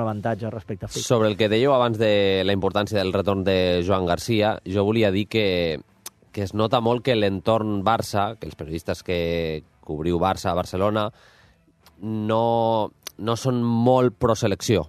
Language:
Catalan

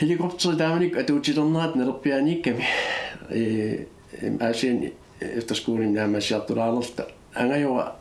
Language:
Kalaallisut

